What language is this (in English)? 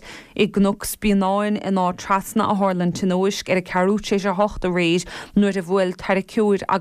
Irish